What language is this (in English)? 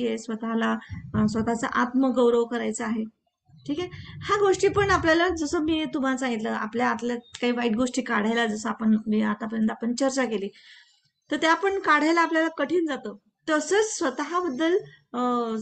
Marathi